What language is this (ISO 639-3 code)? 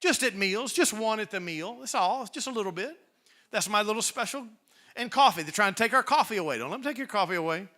eng